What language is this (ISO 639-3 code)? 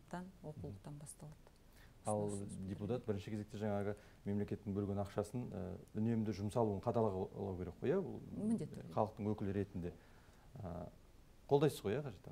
kaz